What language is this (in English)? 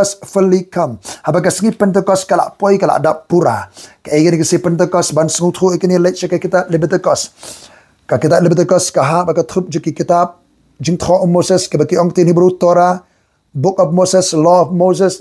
Khasi